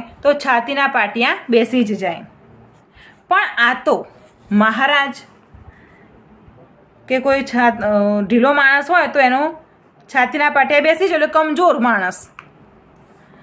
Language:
Gujarati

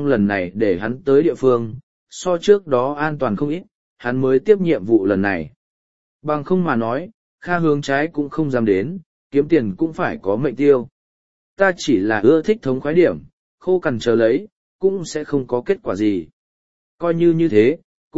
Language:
Vietnamese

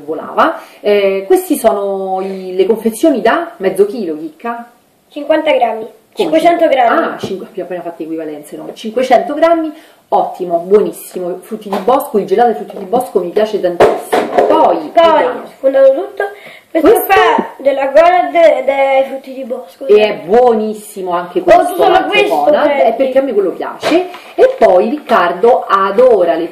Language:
Italian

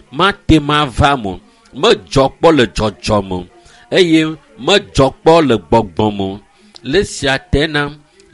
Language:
Ewe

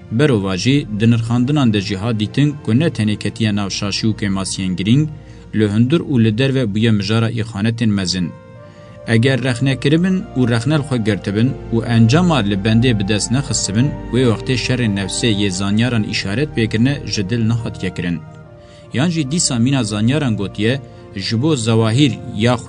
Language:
Kurdish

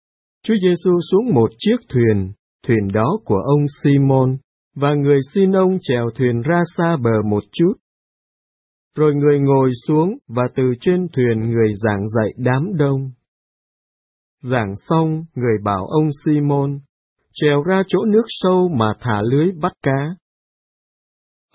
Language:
Vietnamese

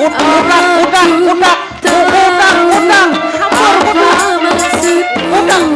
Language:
Banjar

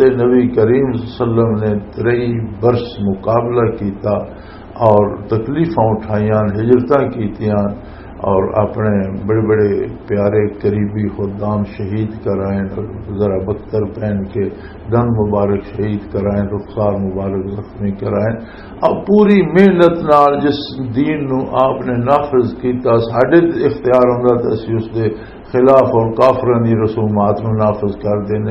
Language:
Western Panjabi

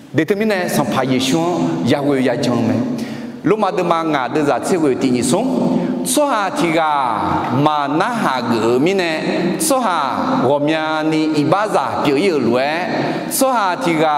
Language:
Akha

